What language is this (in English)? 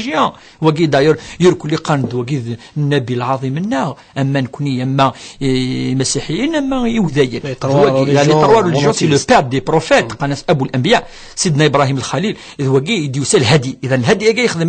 Kabyle